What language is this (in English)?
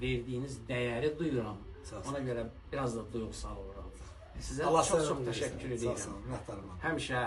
Azerbaijani